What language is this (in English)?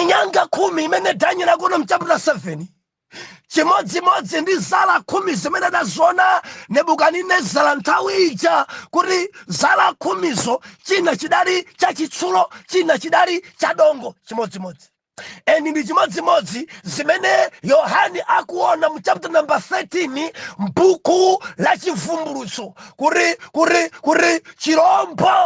Nyanja